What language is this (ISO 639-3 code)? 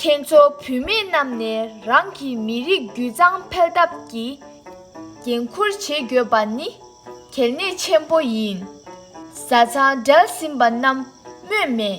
bod